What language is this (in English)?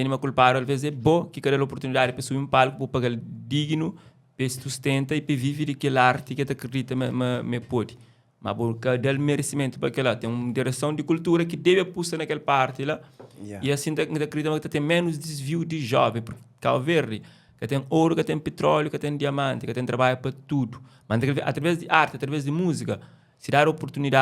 Kabuverdianu